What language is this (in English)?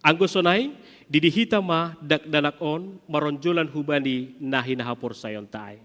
Batak Simalungun